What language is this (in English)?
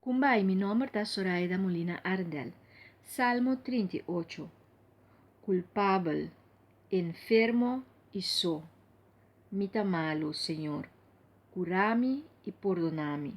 Papiamento